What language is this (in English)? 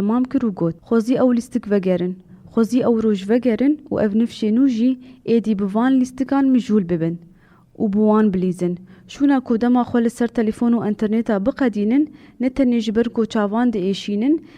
Kurdish